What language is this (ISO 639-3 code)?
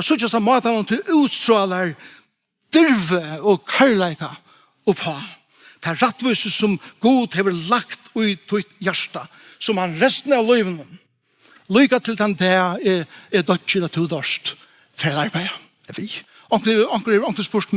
fao